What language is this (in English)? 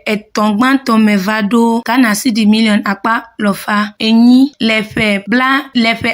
Ewe